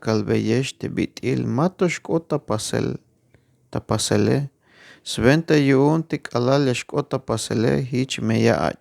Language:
Tzeltal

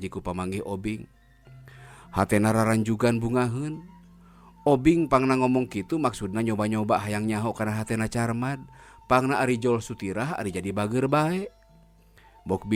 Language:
Sundanese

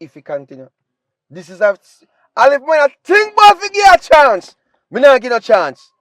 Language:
Jamaican Creole English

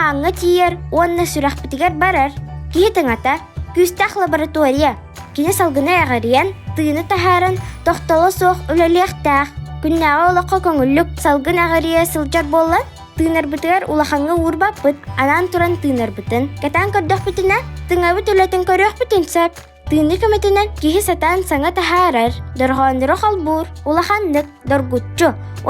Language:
Yakut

